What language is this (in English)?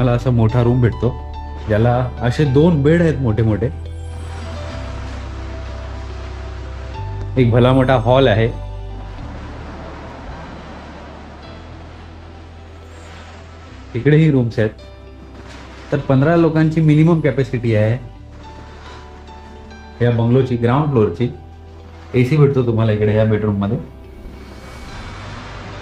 Marathi